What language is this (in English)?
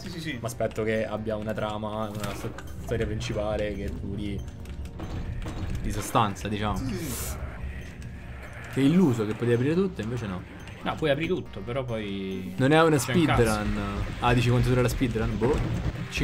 Italian